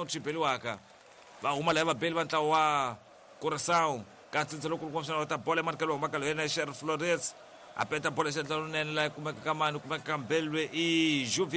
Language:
Tsonga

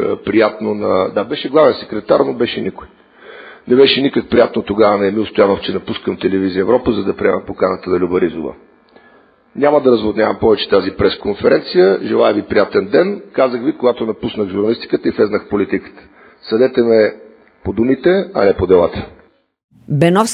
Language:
Bulgarian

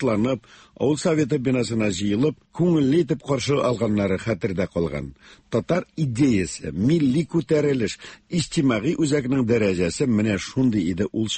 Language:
Tatar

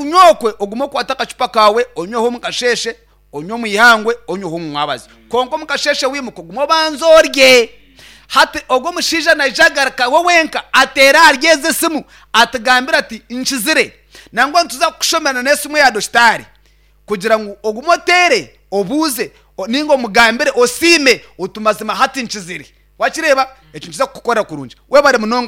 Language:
Nyankole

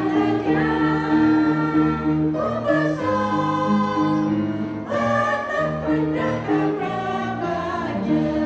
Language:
Central Mnong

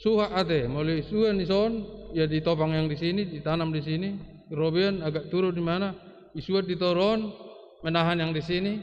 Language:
Batak Toba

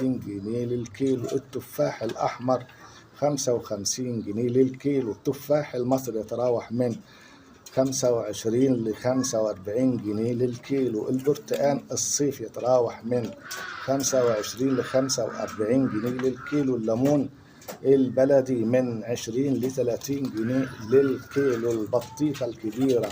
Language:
Egyptian Arabic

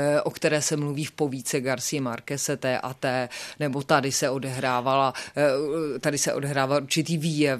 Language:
Czech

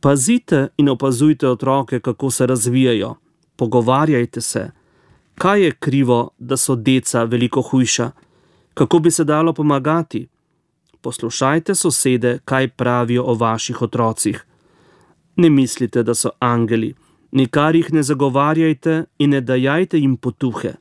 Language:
Slovenian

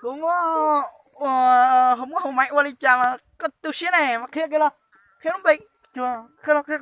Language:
Hmong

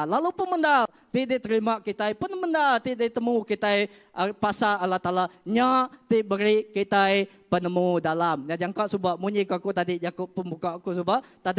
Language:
Iban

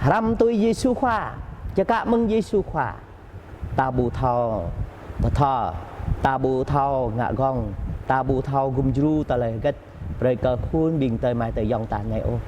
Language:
Jarai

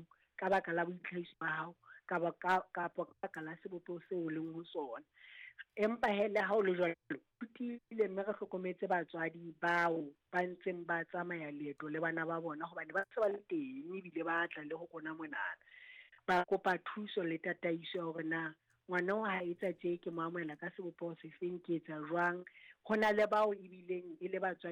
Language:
Southern Sotho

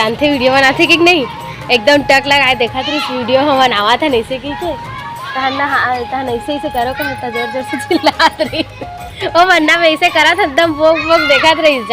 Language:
Chhattisgarhi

